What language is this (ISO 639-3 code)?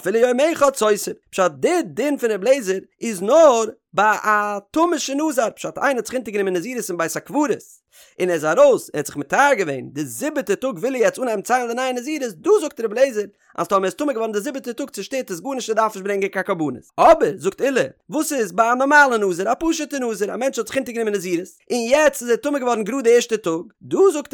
yid